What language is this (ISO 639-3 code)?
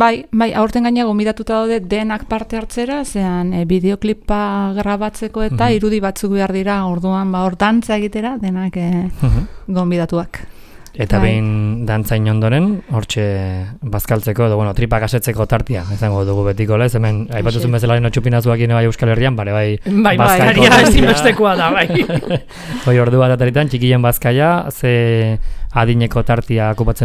eus